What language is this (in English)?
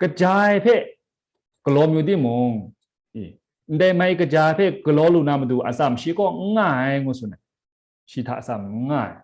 Kachin